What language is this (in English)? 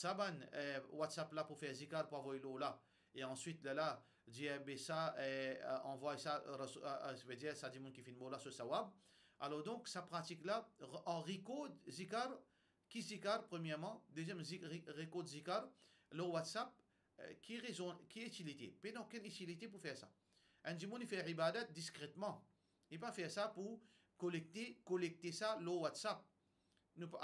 Morisyen